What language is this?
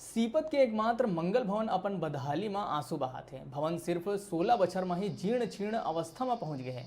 Chhattisgarhi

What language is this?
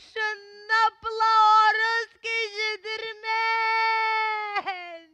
Tuvinian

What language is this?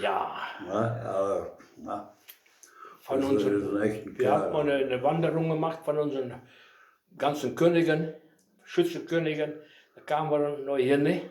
Westphalien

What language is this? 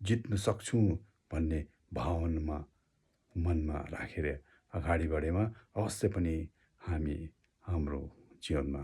Nepali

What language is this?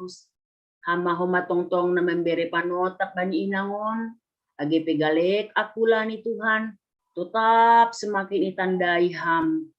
Batak Simalungun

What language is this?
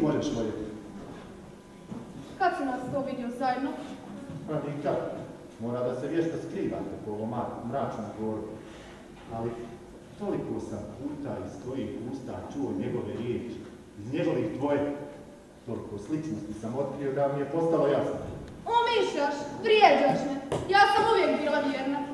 Croatian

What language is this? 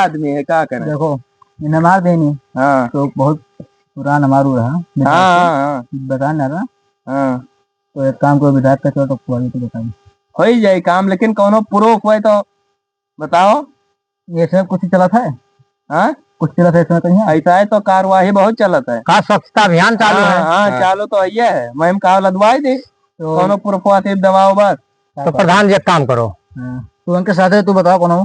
Awadhi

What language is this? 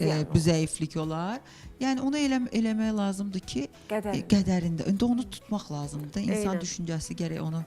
Azerbaijani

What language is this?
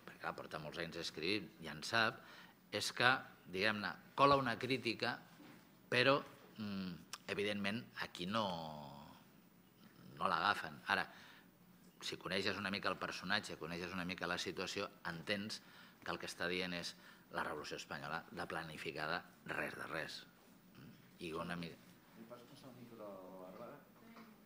Catalan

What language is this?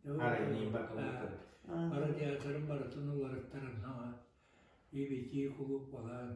Yakut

